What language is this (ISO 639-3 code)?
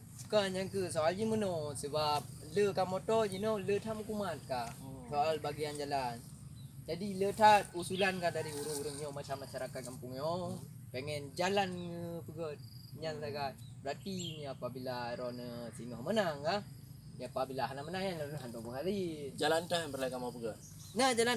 ace